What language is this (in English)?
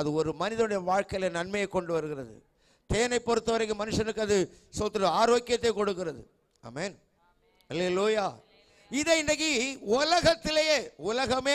Tamil